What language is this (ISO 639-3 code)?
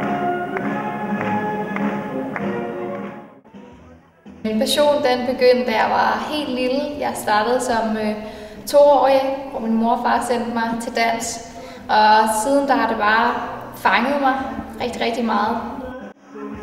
dan